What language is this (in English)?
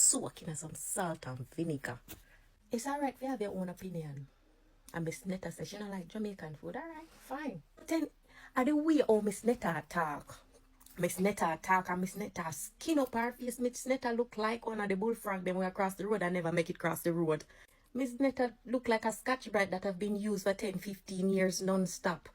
Jamaican Creole English